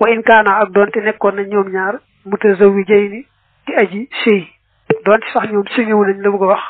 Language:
Wolof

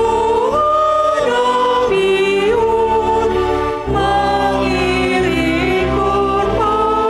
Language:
Batak Simalungun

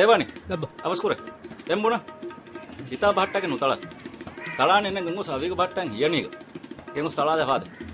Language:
Divehi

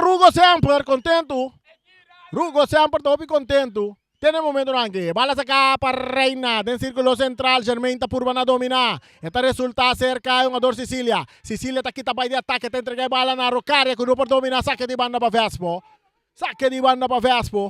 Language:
Papiamento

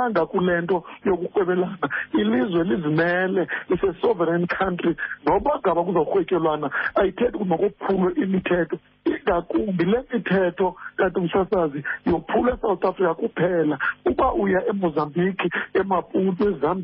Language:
Xhosa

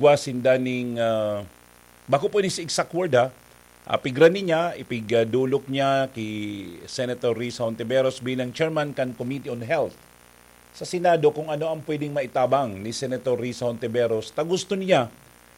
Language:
Bikol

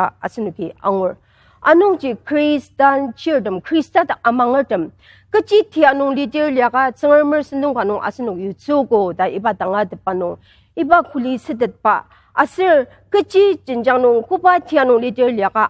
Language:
Ao Naga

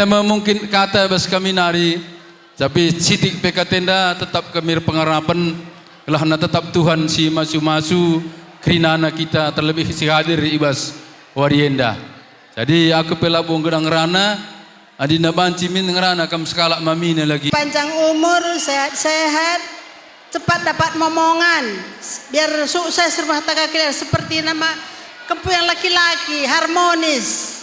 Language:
Batak Karo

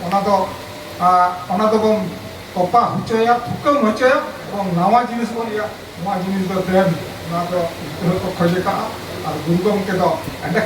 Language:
Santali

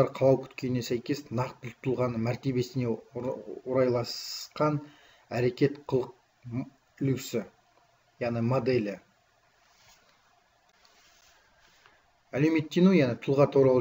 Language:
Kazakh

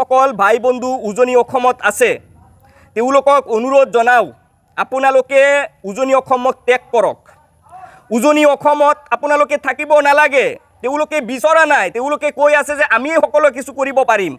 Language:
Assamese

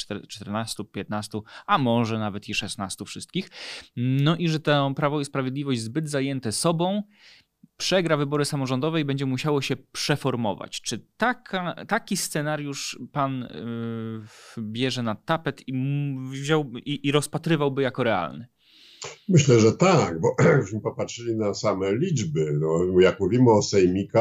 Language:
Polish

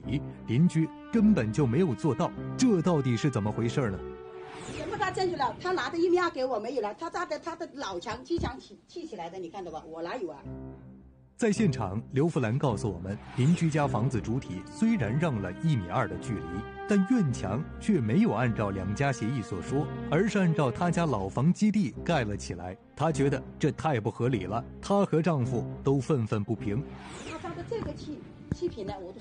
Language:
Chinese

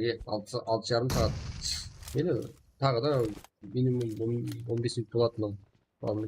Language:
Kara-Kalpak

